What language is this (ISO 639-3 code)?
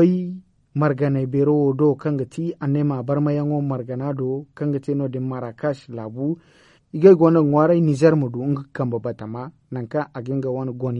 dje